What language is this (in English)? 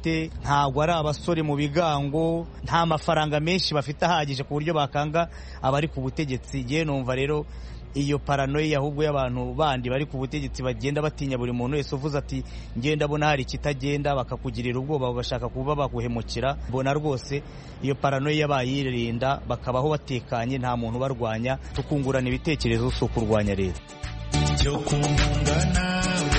Kinyarwanda